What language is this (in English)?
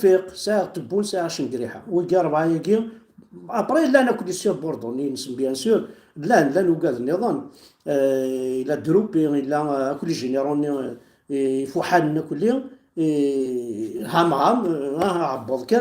Kabyle